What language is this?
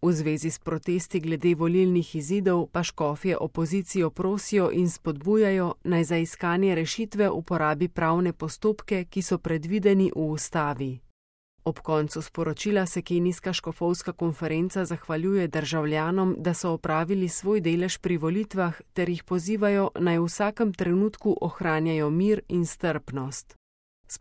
Slovenian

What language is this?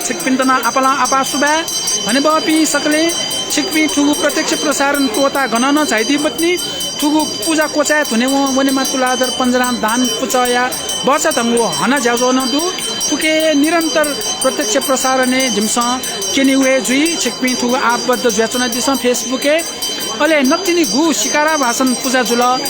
Newari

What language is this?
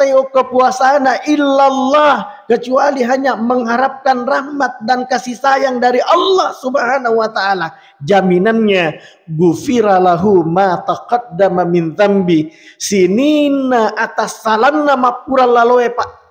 Buginese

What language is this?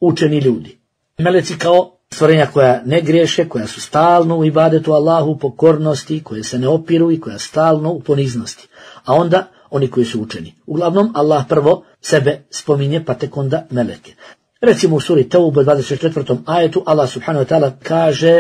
Bosnian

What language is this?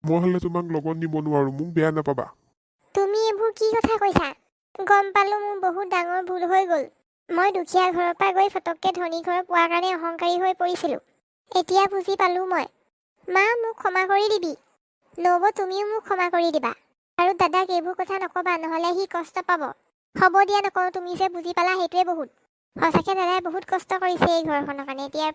Assamese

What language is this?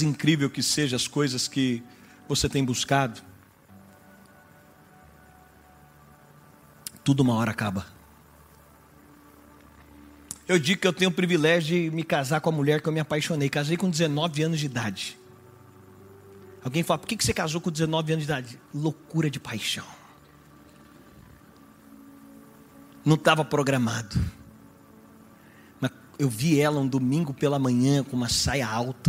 Portuguese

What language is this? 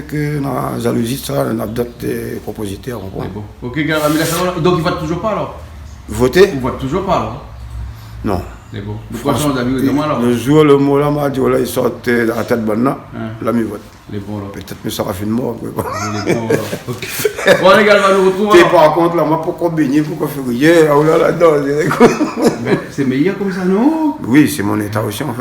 Réunion Creole French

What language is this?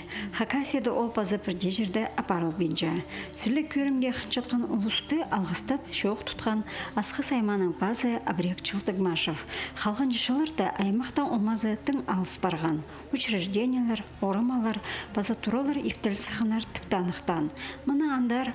Khakas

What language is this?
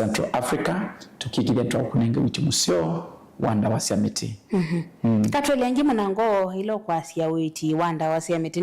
Kamba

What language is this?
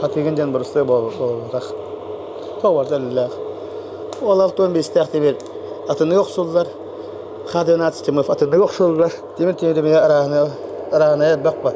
Yakut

